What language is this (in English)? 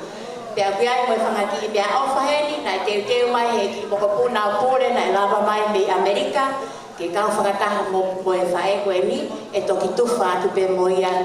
Tongan